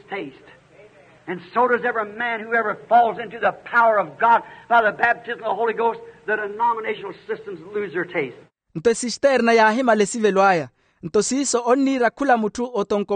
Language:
Makhuwa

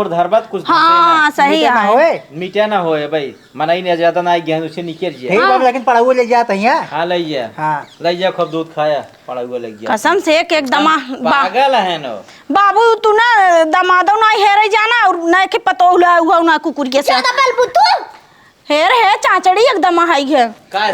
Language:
Awadhi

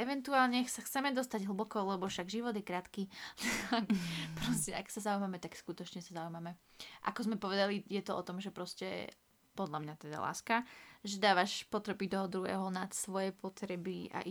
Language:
Slovak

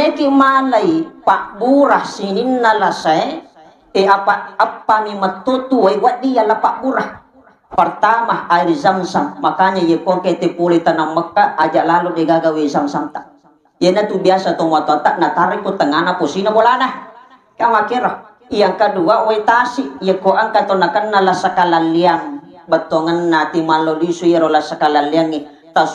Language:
Buginese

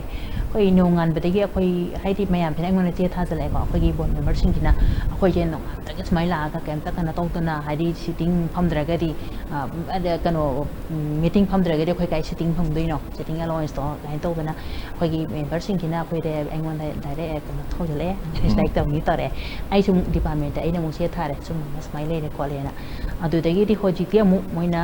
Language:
Manipuri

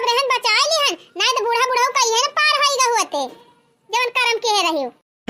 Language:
Awadhi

